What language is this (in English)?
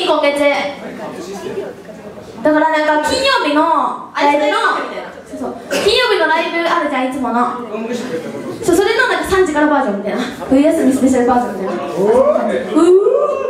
Japanese